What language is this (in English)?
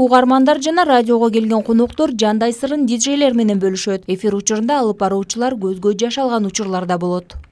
Kyrgyz